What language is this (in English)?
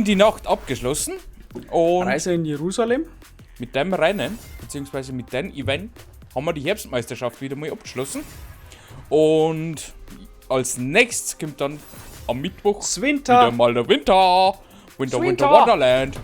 Bavarian